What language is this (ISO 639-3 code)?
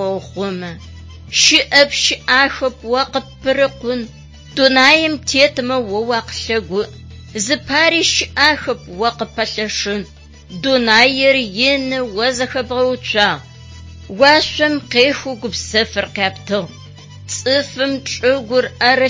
ady